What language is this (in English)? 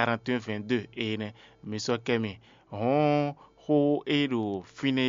Fon